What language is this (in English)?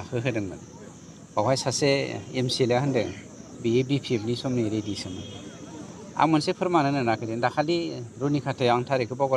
Bodo